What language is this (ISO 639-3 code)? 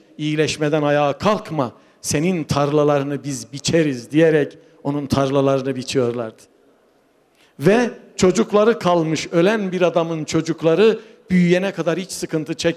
tur